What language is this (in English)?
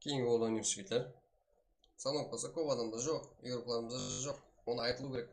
Kara-Kalpak